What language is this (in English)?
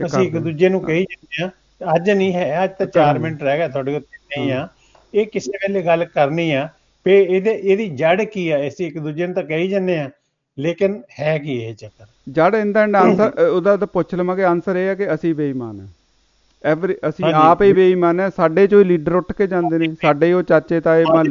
Punjabi